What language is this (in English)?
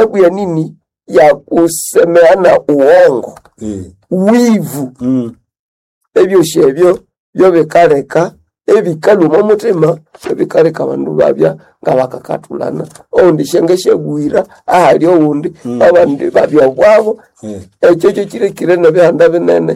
Nande